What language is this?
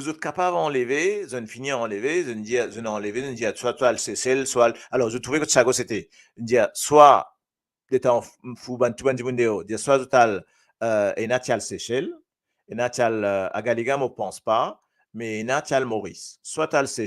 Morisyen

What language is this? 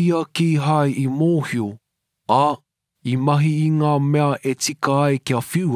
Māori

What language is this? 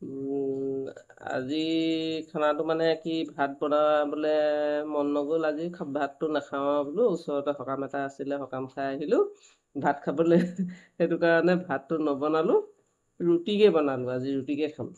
Assamese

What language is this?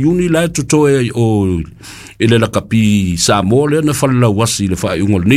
Samoan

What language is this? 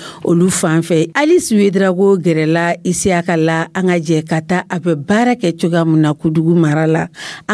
Dyula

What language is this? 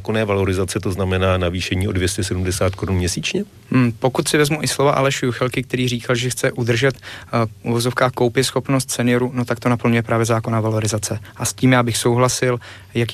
Czech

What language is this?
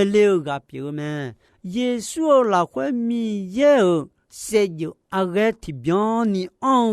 Akha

